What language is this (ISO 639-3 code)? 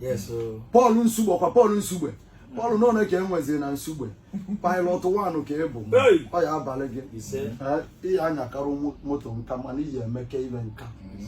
ibo